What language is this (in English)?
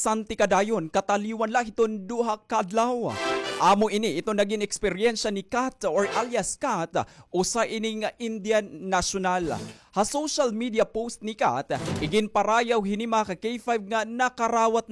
Waray